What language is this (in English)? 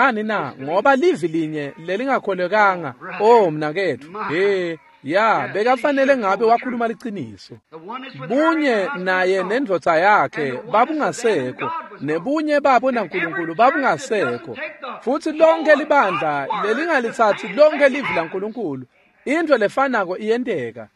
Swati